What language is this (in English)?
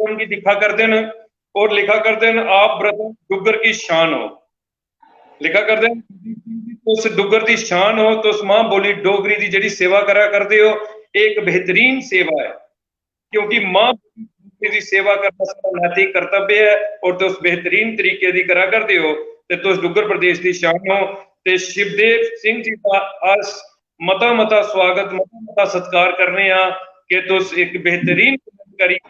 Dogri